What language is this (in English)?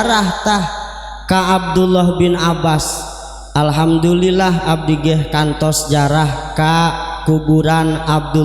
Sundanese